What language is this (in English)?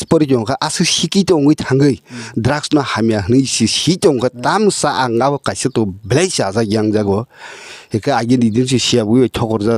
Kok Borok